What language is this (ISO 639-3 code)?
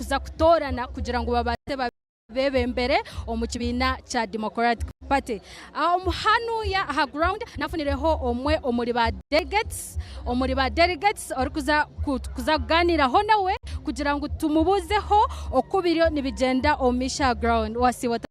nyn